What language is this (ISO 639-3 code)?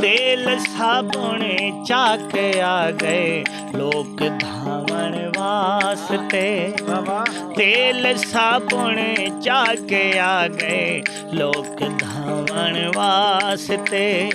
skr